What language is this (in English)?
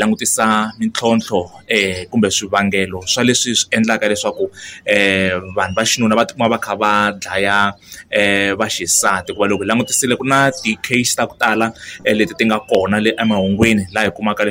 Tsonga